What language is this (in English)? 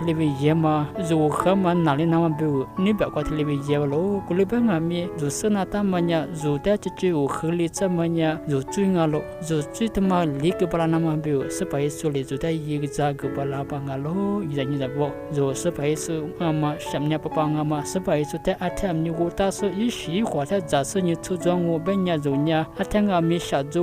Lisu